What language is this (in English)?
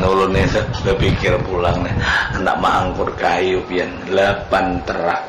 Banjar